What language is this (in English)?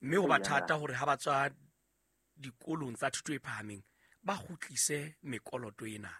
Southern Sotho